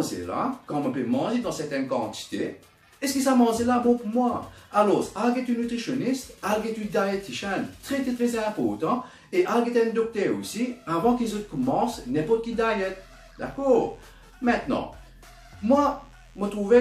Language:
Morisyen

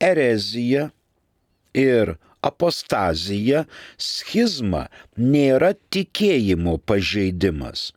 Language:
Lithuanian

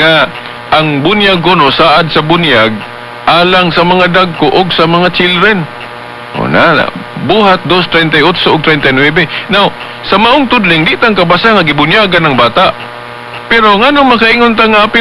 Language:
Cebuano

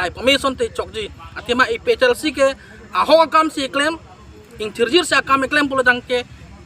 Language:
Karbi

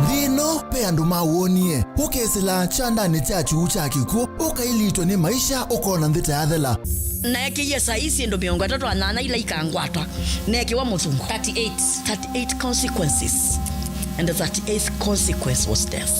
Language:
Kamba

